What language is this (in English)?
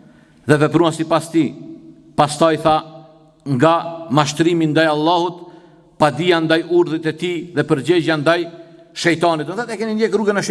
Albanian